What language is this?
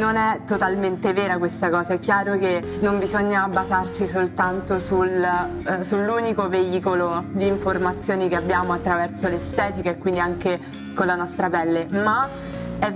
Italian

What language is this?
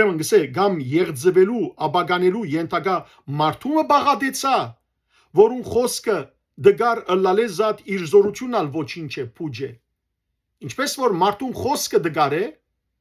Western Armenian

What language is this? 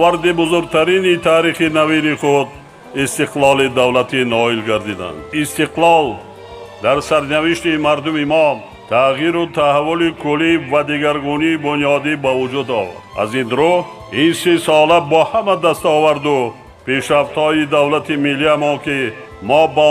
Tajik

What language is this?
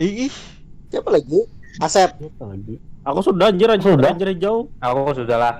Banjar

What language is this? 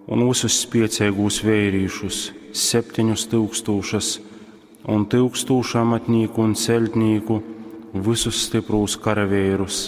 Latgalian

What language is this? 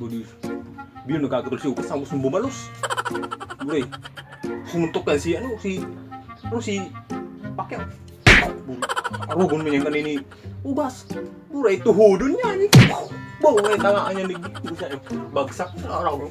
Bikol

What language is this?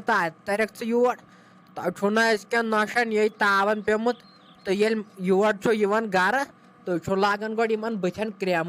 Kashmiri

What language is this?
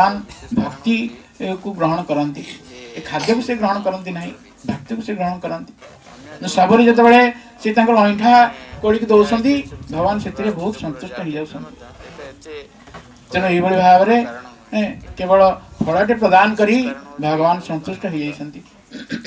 Odia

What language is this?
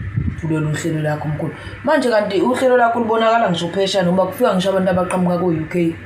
Zulu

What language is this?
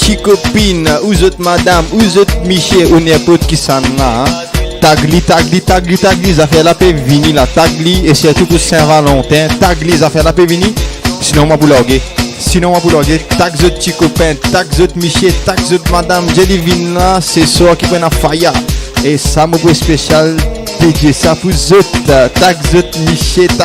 Morisyen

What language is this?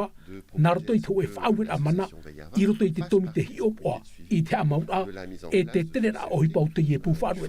Tahitian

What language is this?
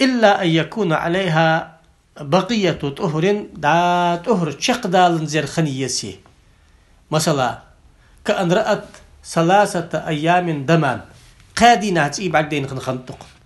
Ingush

